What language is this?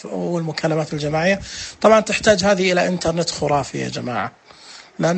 Najdi Arabic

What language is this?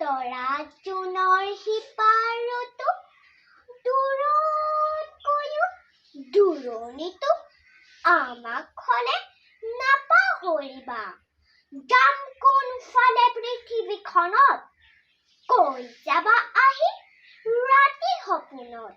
Assamese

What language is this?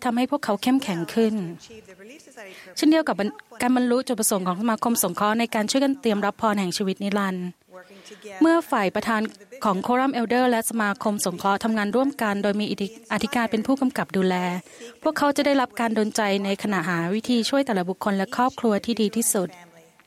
Thai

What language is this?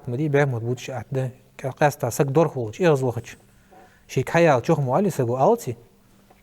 Ingush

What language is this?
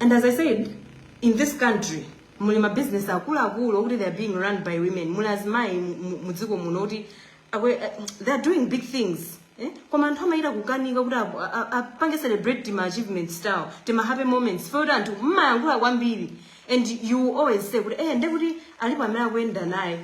Nyanja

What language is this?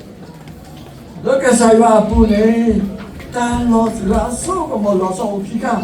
S'gaw Karen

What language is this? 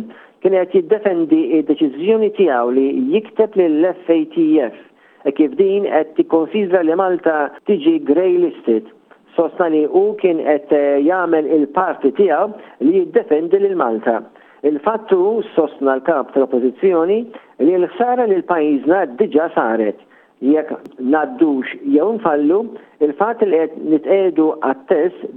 Maltese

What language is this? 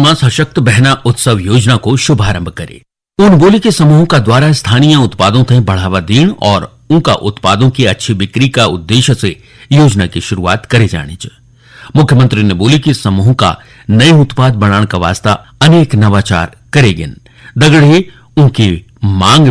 Garhwali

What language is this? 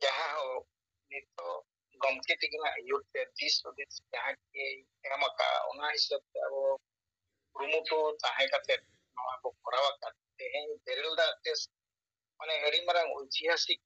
Santali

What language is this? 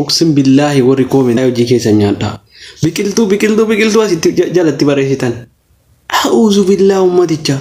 Oromo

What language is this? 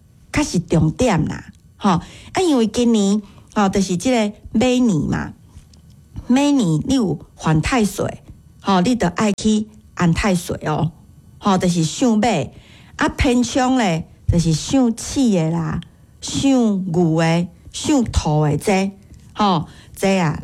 Min Nan Chinese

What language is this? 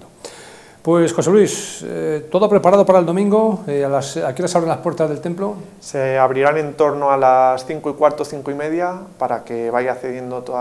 Spanish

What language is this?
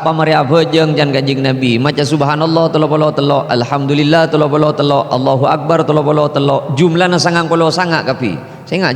Madurese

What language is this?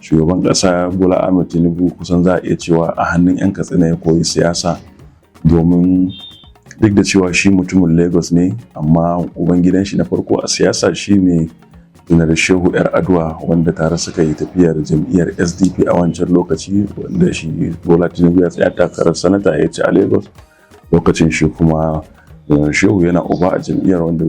Hausa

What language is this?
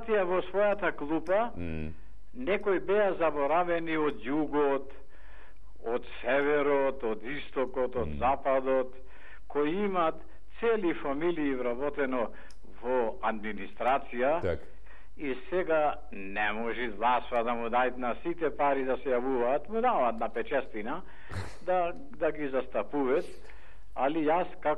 Macedonian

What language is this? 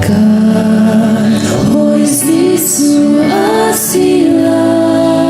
Hakha Chin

